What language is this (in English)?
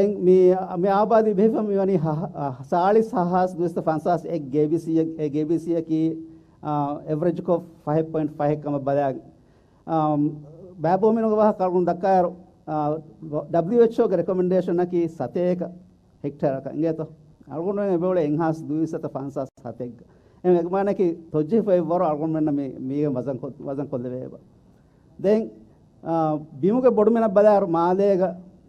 Divehi